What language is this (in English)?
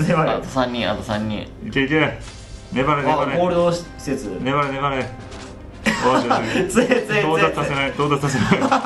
Japanese